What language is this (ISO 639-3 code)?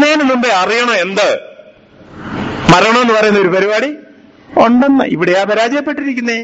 mal